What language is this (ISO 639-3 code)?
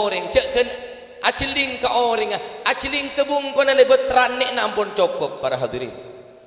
mad